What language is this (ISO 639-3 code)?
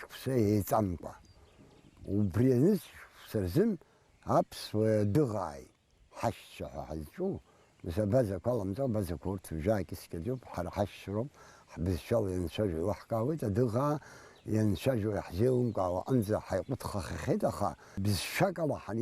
abk